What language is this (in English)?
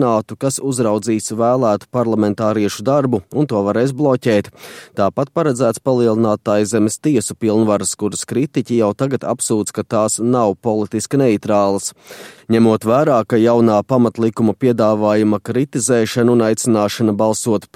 Latvian